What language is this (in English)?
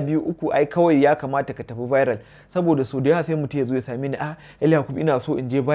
Hausa